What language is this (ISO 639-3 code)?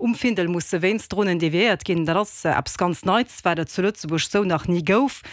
ltz